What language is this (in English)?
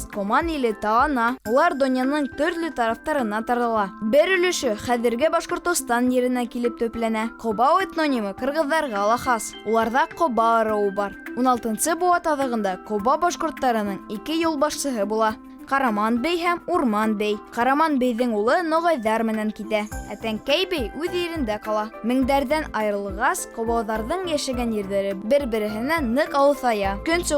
Bashkir